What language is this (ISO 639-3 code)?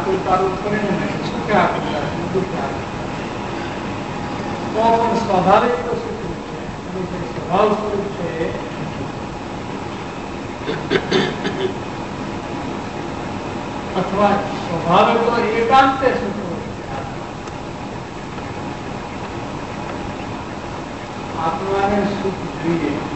guj